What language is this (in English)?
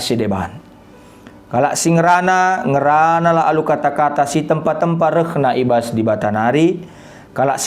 Batak Karo